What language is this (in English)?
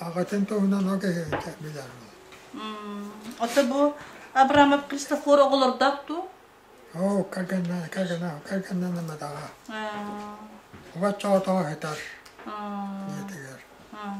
Yakut